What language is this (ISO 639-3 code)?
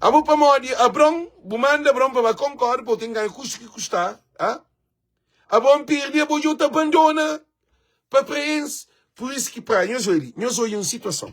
kea